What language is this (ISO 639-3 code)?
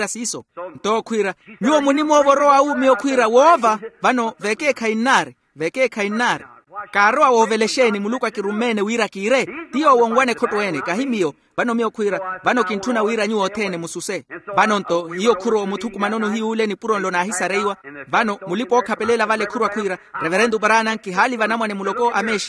vmw